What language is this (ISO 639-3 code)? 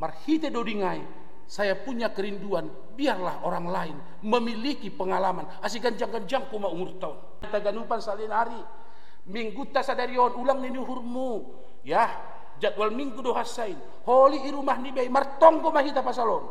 bts